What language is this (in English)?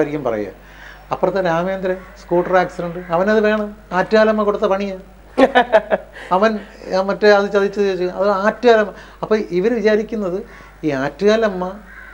Malayalam